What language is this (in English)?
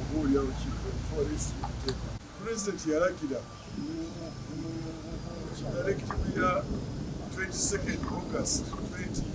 Ganda